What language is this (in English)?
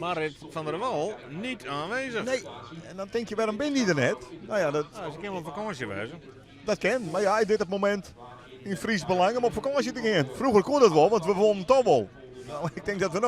Western Frisian